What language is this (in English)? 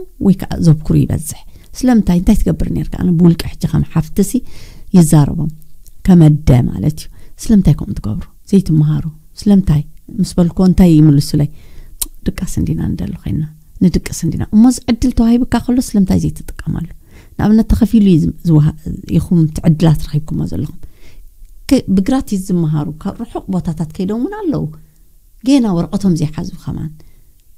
Tigrinya